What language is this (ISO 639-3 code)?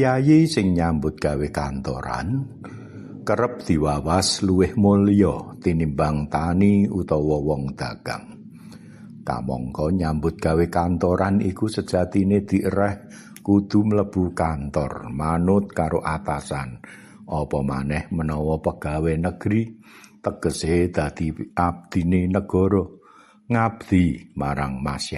jav